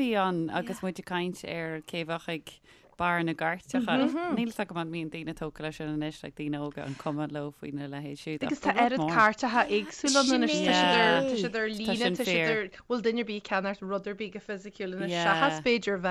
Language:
Irish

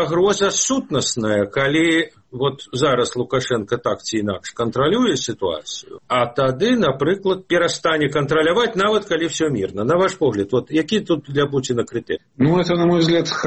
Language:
Belarusian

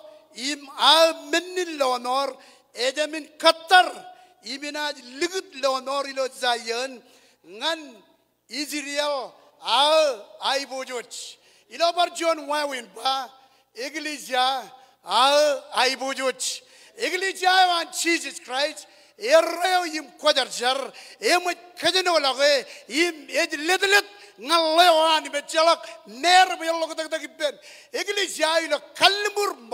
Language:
Marshallese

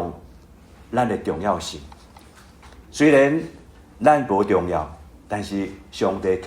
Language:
Min Nan Chinese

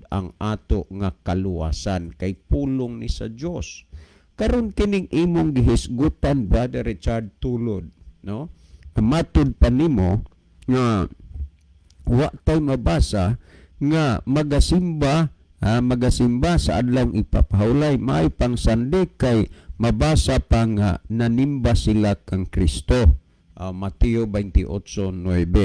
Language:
Cebuano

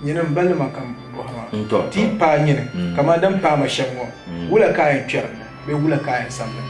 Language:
Dagbani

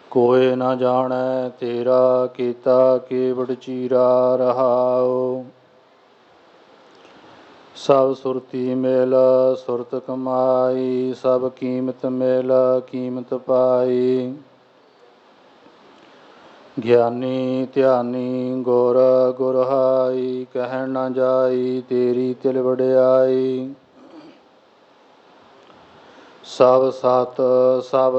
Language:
Punjabi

